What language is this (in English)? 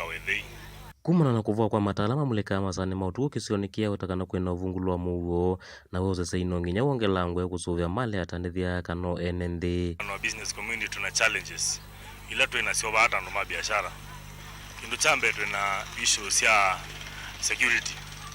Kamba